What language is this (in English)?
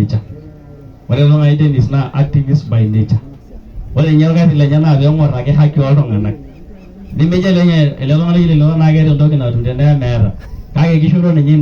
Masai